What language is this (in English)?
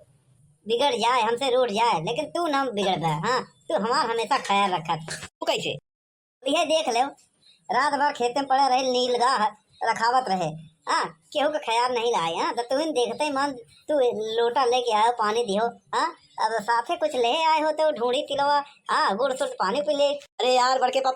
Awadhi